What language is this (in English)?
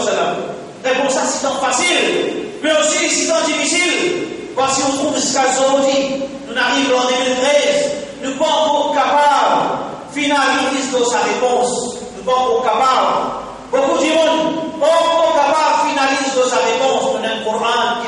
Morisyen